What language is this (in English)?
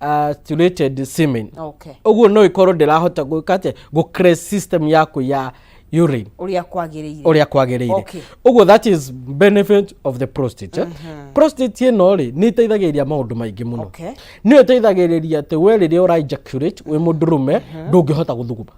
Kikuyu